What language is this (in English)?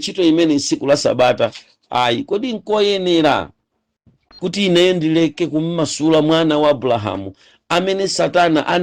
Nyanja